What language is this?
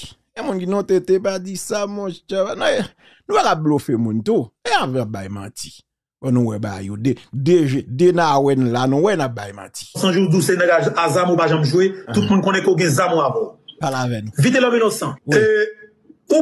Haitian Creole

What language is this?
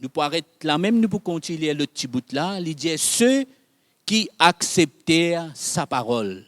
Morisyen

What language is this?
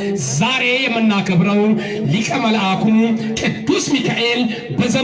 Amharic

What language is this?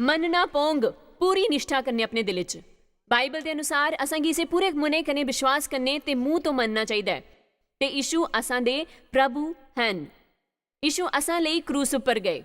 Dogri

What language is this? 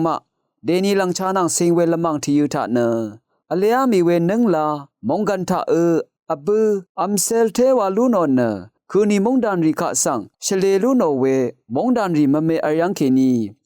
Rawang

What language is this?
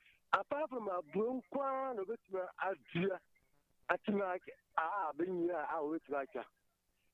Akan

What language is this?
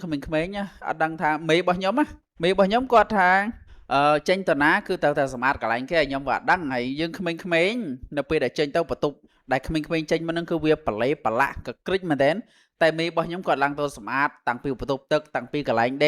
Khmer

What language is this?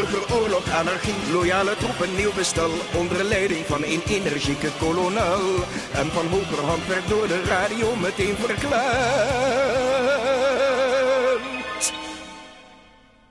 Dutch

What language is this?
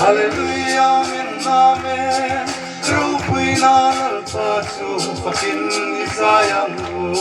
Hmar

